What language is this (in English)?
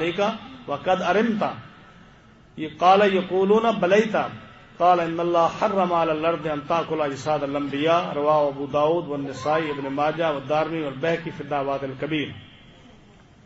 Urdu